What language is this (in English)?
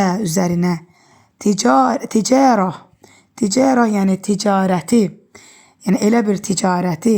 Azerbaijani